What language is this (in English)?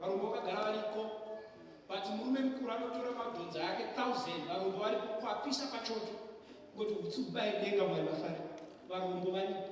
Shona